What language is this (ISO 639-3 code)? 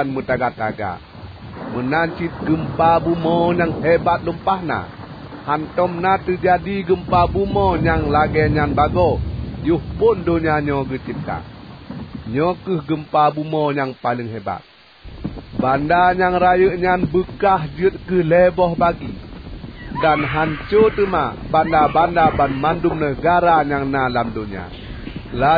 ace